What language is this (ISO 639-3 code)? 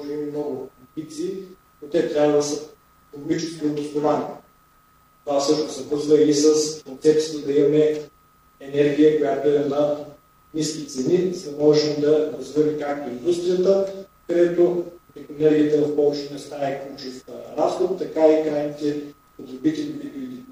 bul